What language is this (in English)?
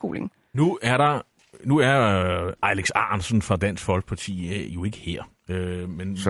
Danish